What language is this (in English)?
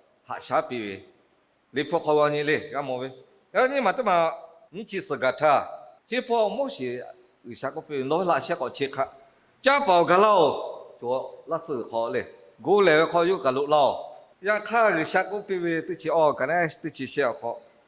Lahu